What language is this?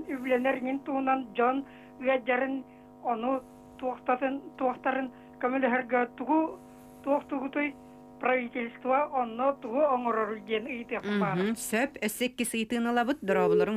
Yakut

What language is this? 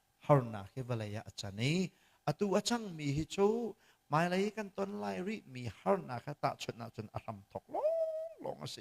Hakha Chin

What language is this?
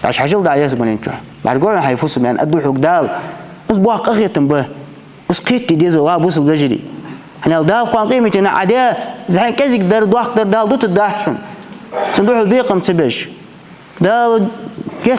Ingush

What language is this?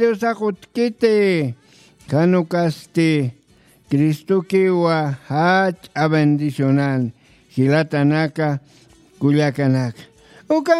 Aymara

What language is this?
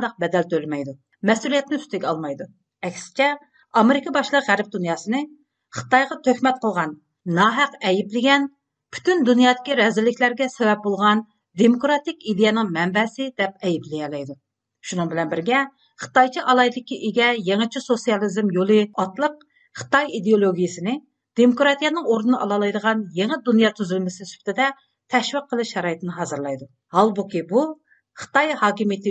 Uyghur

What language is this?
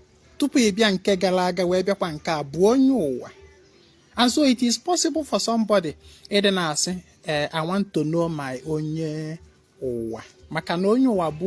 Igbo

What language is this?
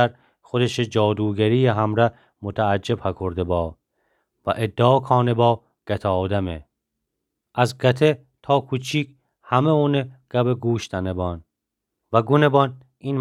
Gilaki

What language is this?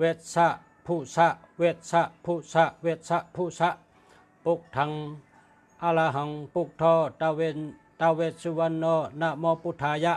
Shan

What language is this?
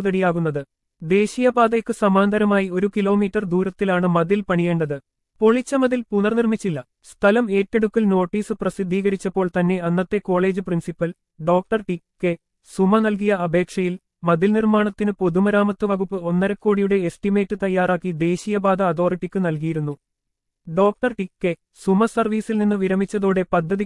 Malayalam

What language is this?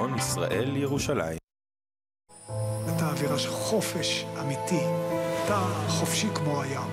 Hebrew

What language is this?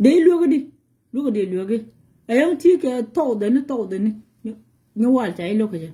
Nuer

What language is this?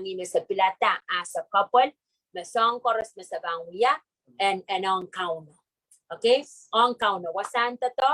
Pohnpeian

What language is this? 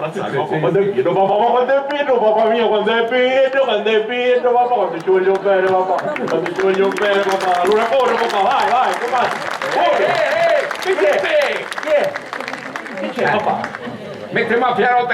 Sicilian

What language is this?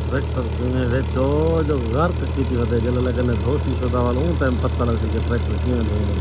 Saraiki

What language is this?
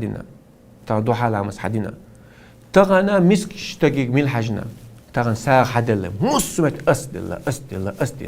Chechen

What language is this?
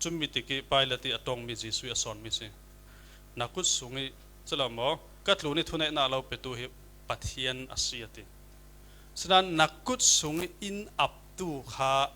Falam Chin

